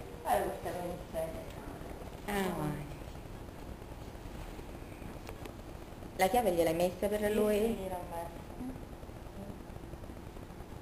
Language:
Italian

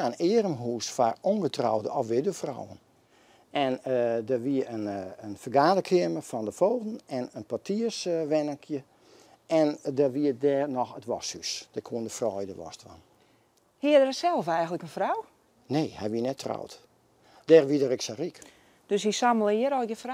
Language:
Western Frisian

